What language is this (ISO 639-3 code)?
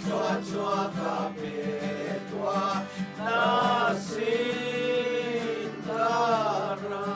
cnh